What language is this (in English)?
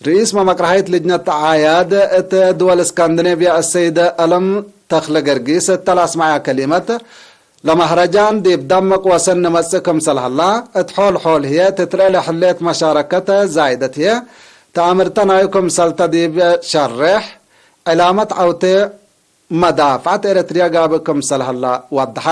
Tigre